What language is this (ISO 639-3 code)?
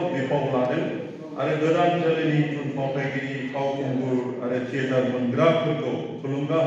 brx